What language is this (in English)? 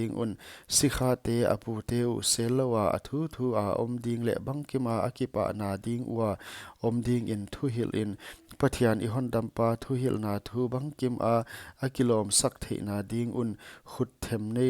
Paite Chin